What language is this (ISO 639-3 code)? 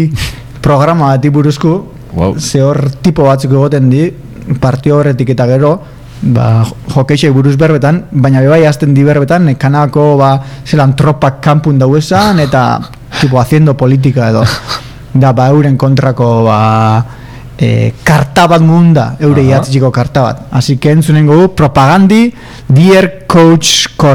eus